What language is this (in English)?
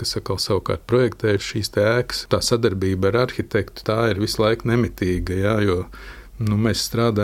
Latvian